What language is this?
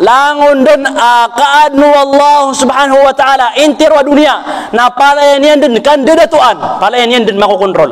Maranao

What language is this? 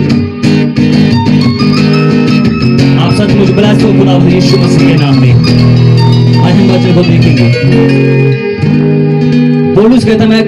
Hindi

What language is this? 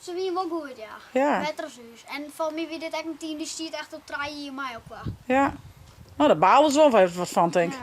Western Frisian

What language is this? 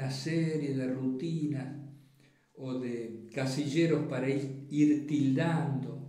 Spanish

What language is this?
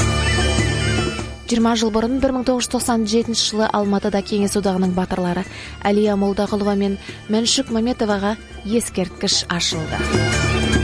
Kazakh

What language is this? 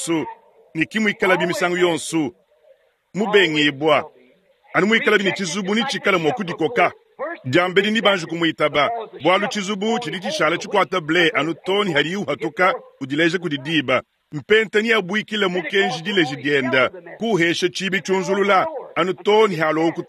Luba-Lulua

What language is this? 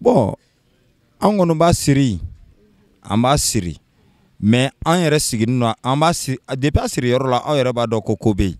Bambara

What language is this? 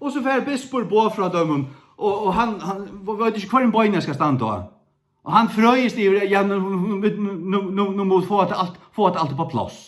Faroese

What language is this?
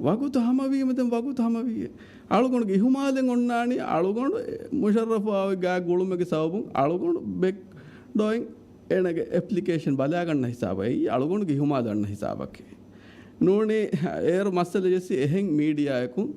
Divehi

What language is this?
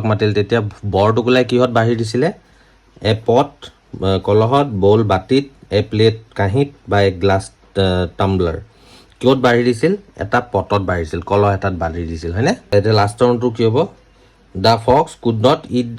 Assamese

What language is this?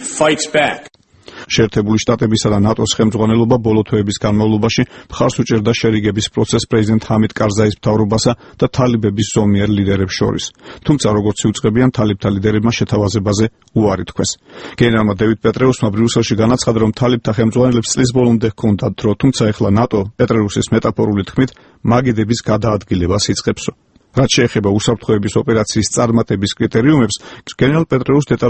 Georgian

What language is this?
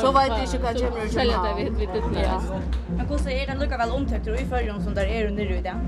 Faroese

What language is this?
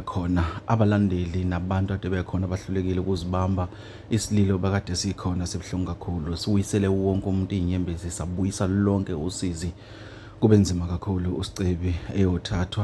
Zulu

